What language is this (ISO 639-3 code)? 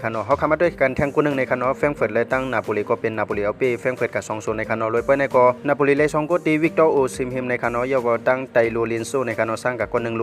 shn